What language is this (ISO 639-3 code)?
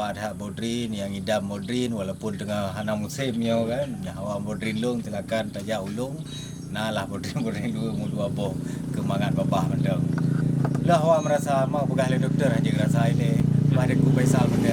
ace